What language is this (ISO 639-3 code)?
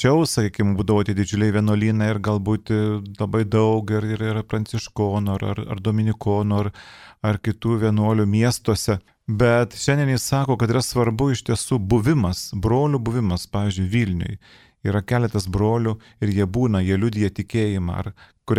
lit